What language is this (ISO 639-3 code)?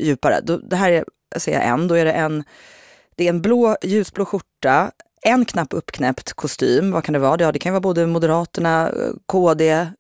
swe